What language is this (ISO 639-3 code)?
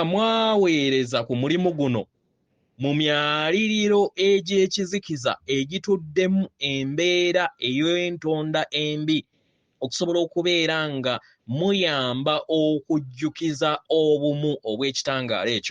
lug